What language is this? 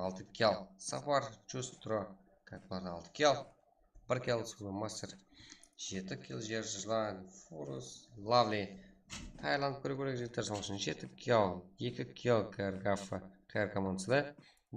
Kara-Kalpak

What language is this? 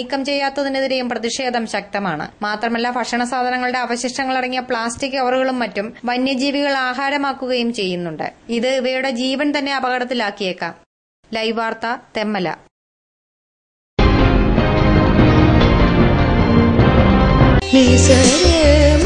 Malayalam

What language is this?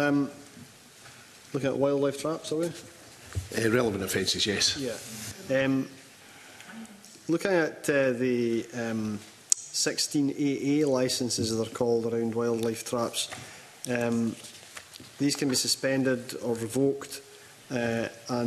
English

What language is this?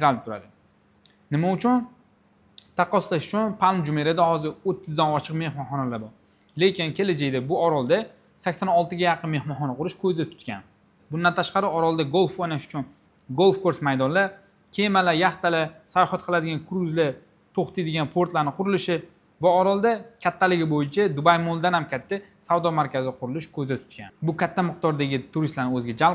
Uzbek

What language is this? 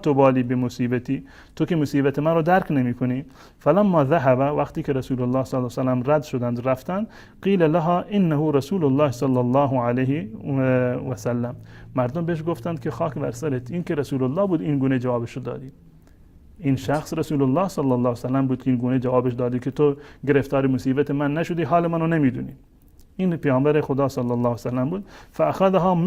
Persian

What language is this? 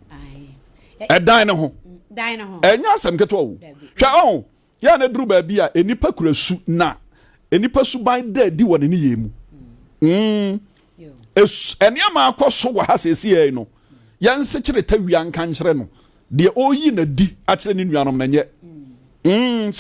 Akan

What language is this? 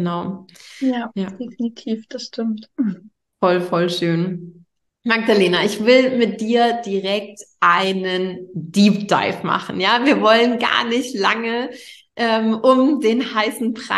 German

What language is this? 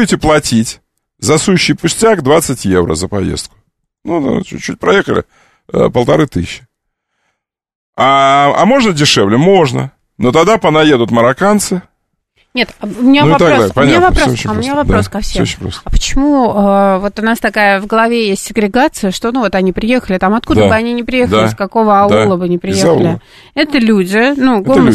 Russian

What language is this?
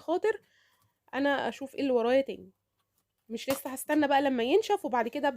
Egyptian Arabic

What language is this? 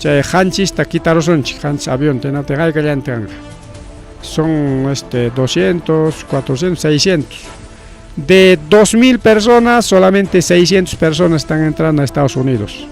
Ayacucho Quechua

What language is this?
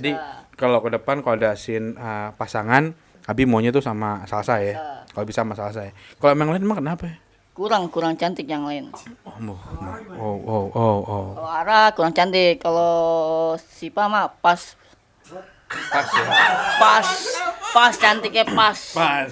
Betawi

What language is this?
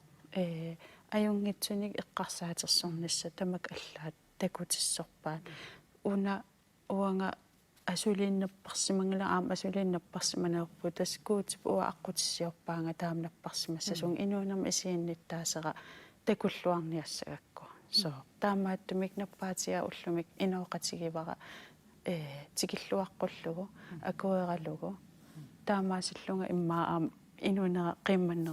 Kalaallisut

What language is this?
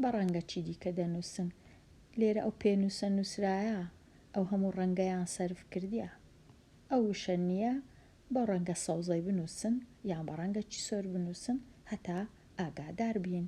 Central Kurdish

